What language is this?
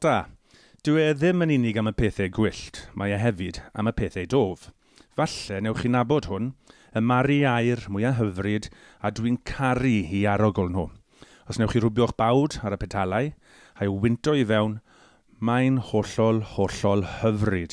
Welsh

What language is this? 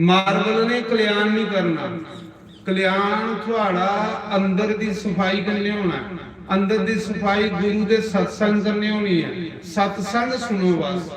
Dogri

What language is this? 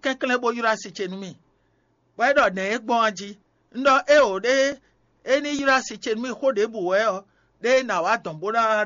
Fon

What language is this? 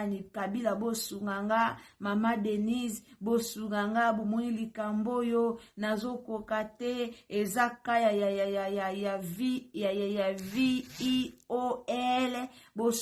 Lingala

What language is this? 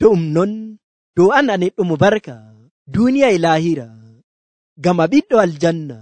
Nigerian Fulfulde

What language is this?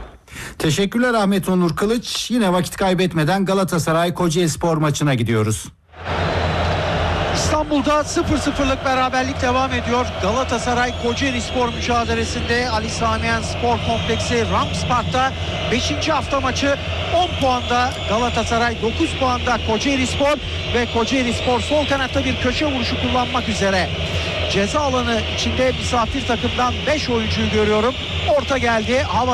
Turkish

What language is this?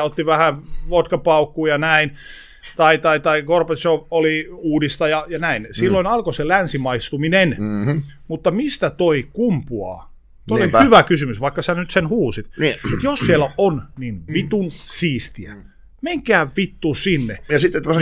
Finnish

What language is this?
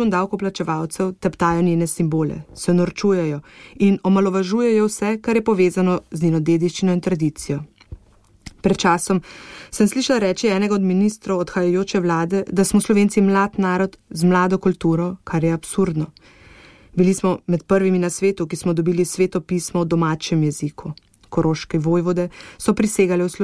Slovenian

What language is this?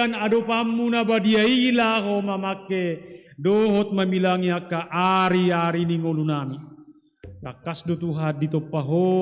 Batak Toba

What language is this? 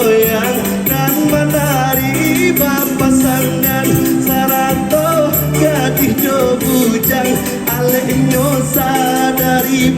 Minangkabau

